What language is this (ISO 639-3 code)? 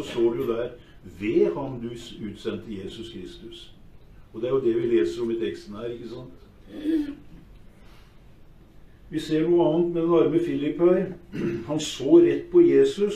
nor